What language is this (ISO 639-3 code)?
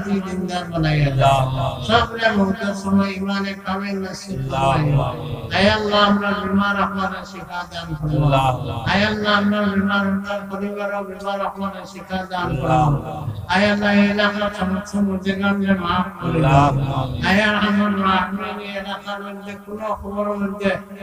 syl